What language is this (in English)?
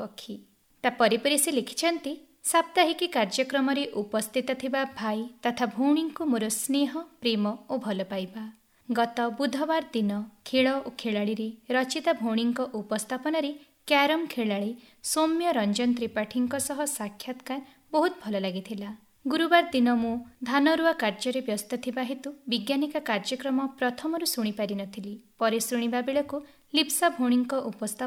Odia